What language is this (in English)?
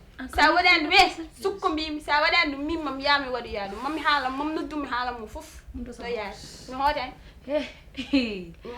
Fula